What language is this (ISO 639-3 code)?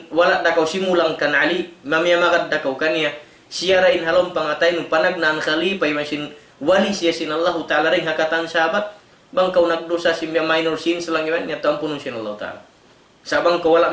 tsg